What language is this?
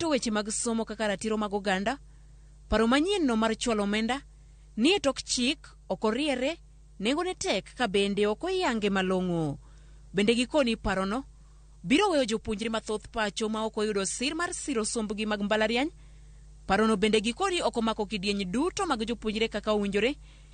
Luo (Kenya and Tanzania)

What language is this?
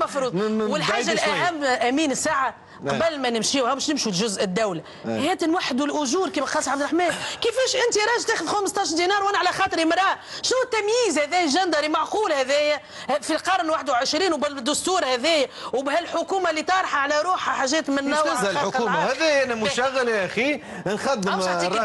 Tunisian Arabic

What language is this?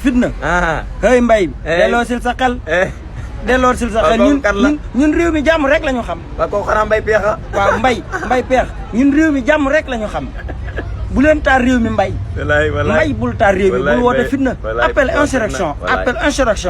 Wolof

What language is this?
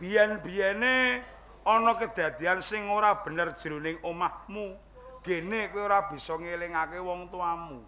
Javanese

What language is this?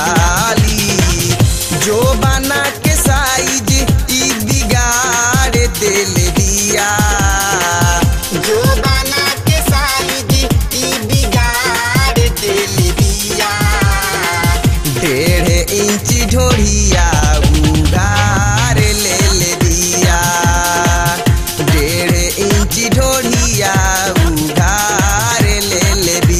Bhojpuri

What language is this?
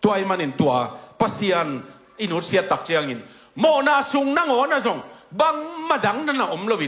Tedim Chin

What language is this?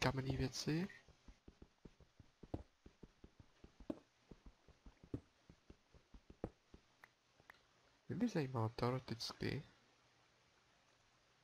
Czech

